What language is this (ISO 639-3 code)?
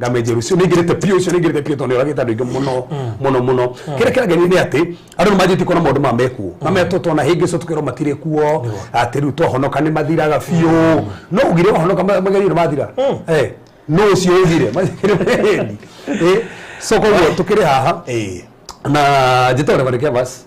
kik